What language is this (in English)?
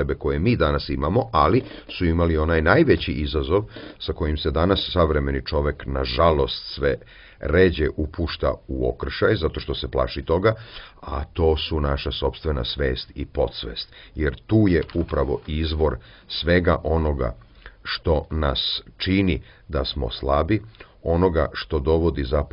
Serbian